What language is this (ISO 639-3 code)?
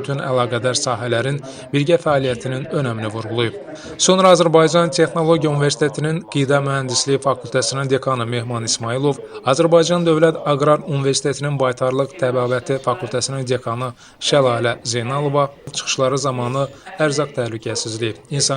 aze